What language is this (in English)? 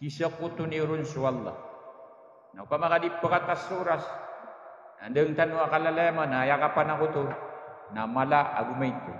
Maranao